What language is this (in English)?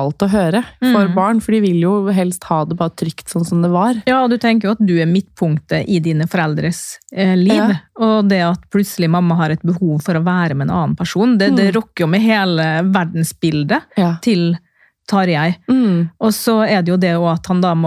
Norwegian